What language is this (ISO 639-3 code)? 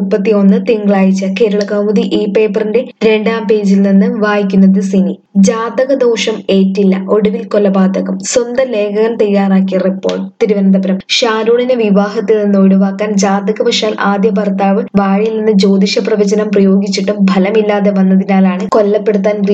mal